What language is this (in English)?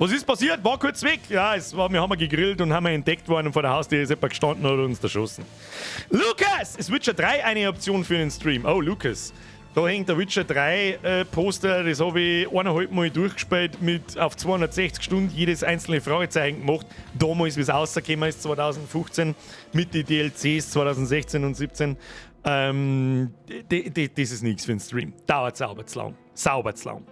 Bavarian